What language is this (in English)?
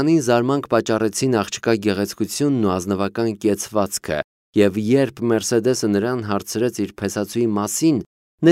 Armenian